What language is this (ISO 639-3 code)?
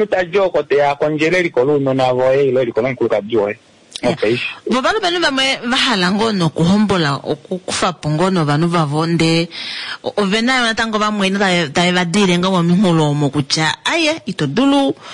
kua